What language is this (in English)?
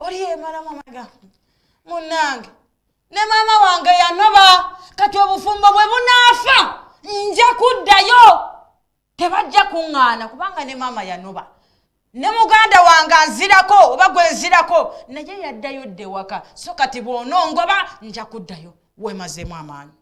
Ganda